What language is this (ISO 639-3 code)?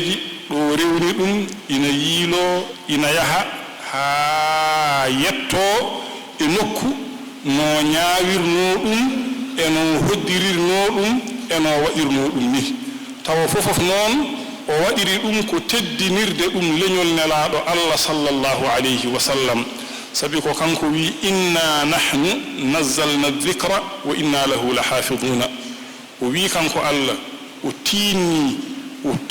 ful